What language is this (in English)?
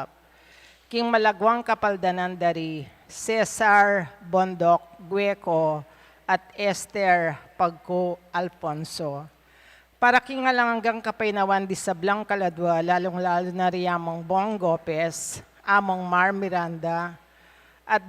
Pampanga